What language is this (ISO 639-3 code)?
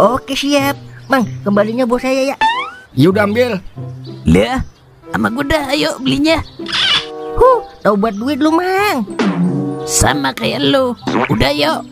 bew